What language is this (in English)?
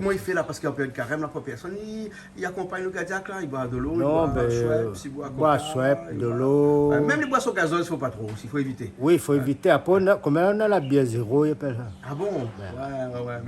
Réunion Creole French